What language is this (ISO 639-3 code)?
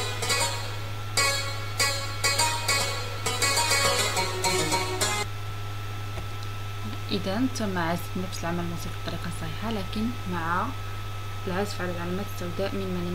ara